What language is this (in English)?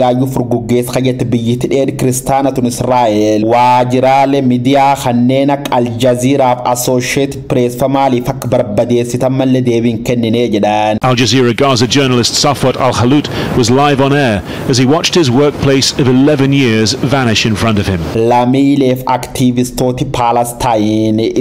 Oromo